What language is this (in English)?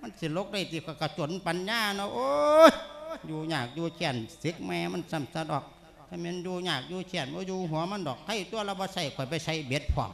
Lao